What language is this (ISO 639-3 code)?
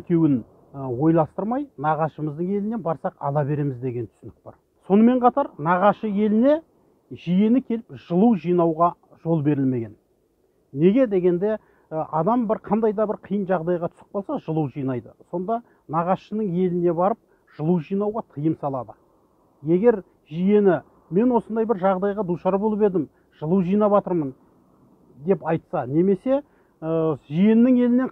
kaz